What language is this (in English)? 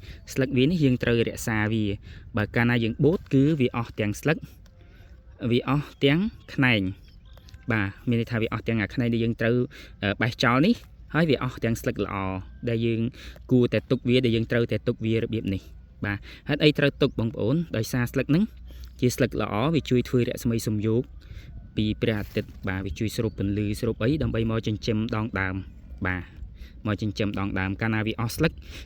Khmer